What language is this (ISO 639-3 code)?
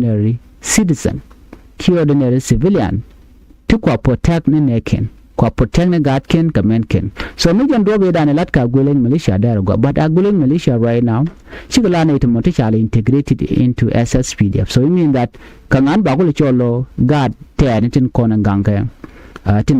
nus